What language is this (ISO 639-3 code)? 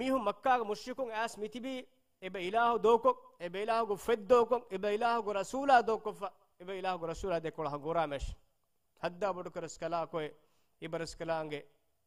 div